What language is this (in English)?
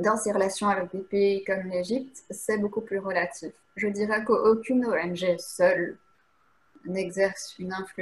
French